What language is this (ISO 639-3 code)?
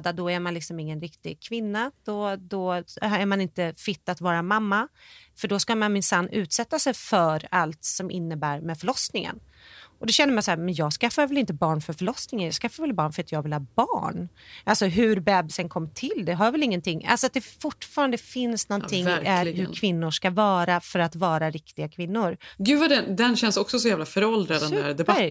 swe